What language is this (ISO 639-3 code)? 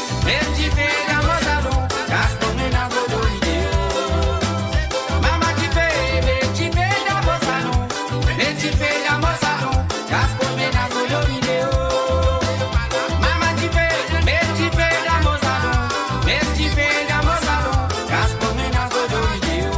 mfe